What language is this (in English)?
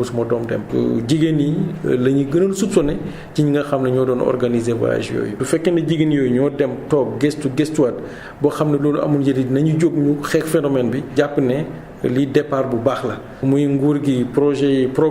Wolof